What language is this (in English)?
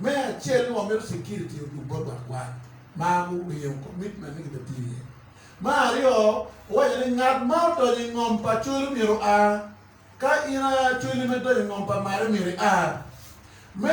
Acoli